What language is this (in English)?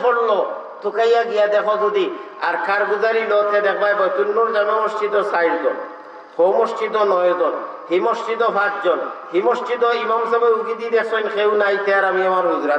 Sylheti